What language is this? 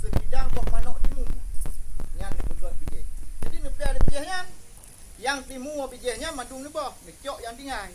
Achinese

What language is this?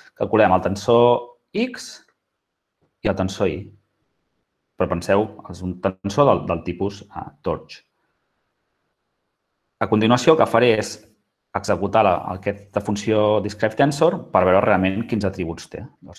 Catalan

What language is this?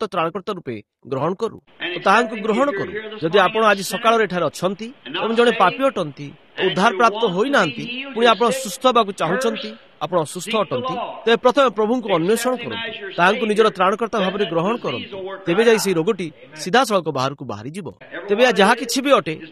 Odia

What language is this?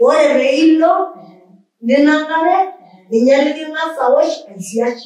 Masai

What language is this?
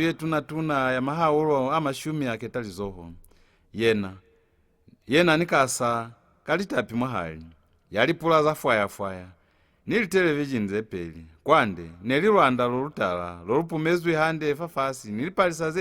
Lozi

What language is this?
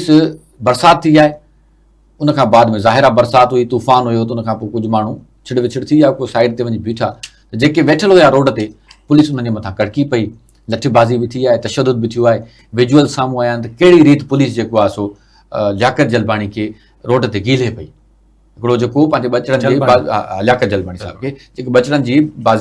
Sindhi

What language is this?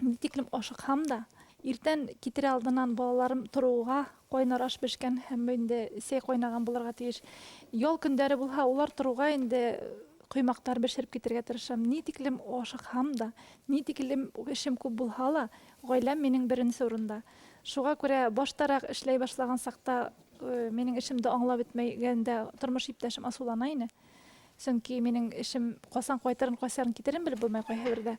Bashkir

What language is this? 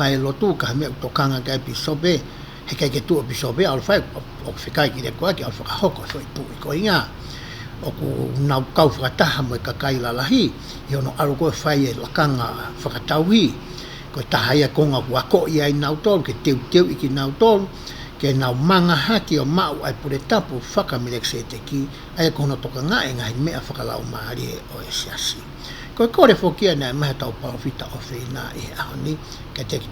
Tongan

